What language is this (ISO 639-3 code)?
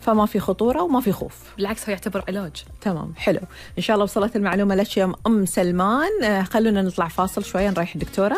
afb